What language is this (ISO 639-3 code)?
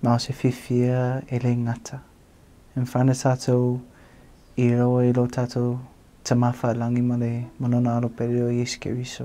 smo